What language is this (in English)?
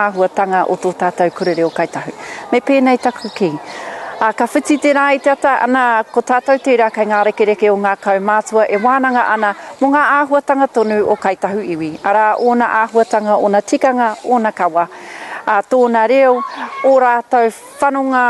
Māori